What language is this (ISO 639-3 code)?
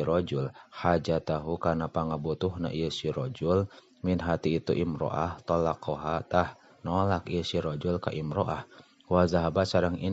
sun